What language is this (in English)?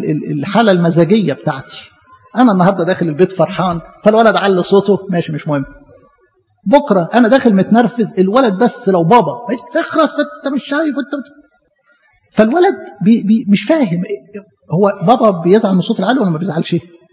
Egyptian Arabic